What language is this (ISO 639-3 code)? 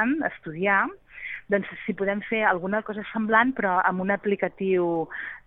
cat